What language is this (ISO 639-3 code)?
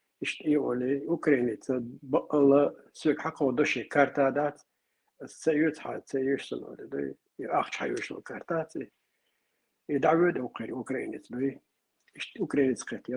che